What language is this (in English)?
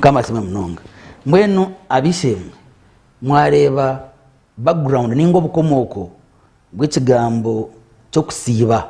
Nyankole